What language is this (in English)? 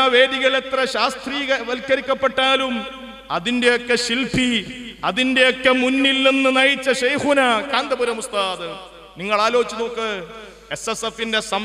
Malayalam